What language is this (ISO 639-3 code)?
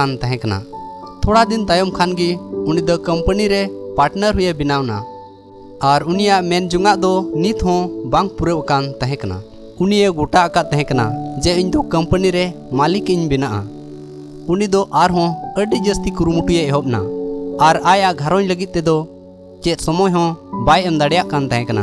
sat